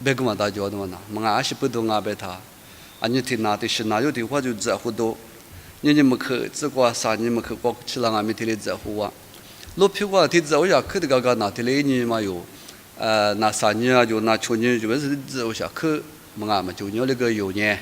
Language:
Lisu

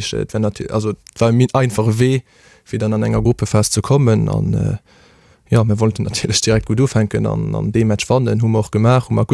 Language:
Luxembourgish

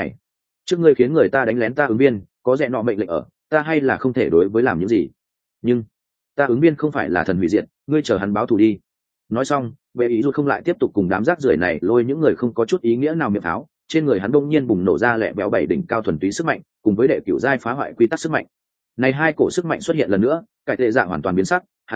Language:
Vietnamese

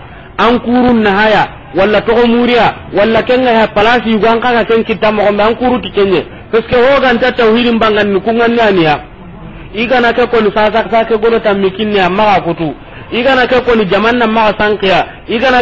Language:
Soninke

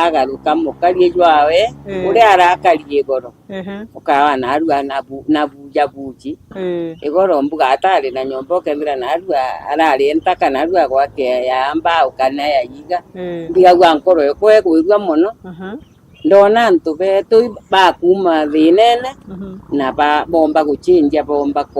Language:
Meru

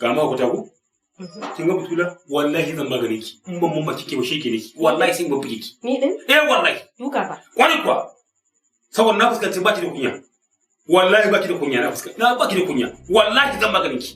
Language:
Hausa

